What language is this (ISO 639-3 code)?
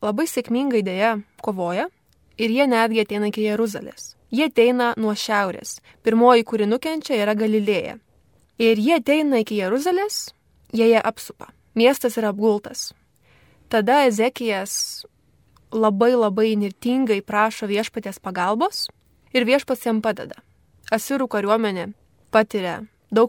lit